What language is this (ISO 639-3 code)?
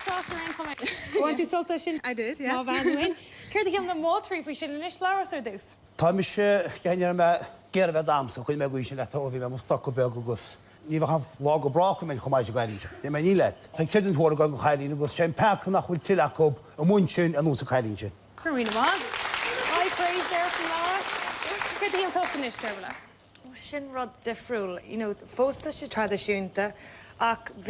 gle